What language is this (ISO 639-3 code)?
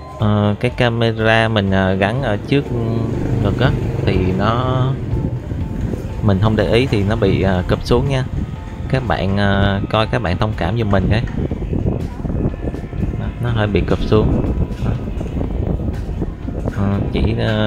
vie